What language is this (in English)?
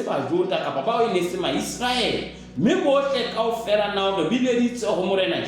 Southern Sotho